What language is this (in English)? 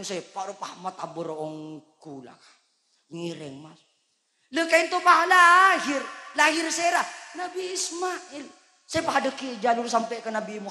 Madurese